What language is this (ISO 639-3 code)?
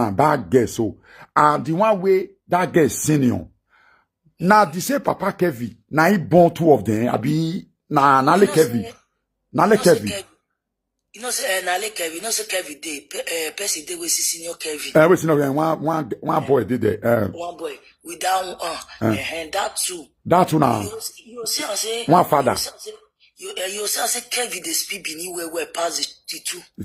pcm